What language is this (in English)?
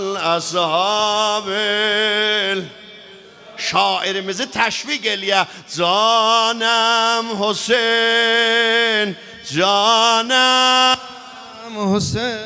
South Azerbaijani